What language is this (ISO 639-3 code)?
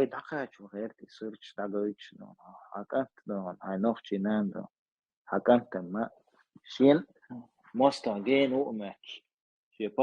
che